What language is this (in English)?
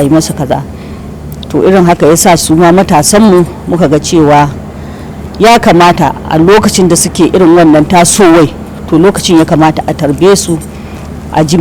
Hausa